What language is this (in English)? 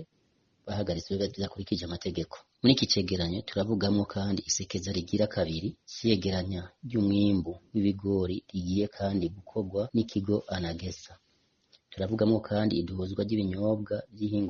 Rundi